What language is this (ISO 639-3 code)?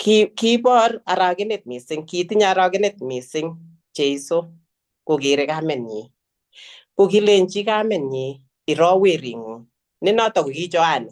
kln